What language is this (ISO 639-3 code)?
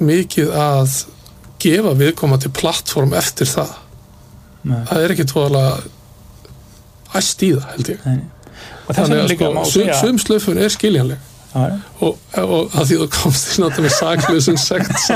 isl